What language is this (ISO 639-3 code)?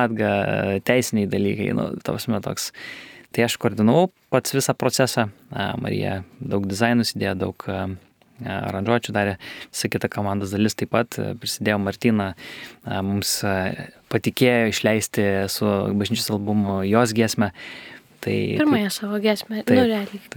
lit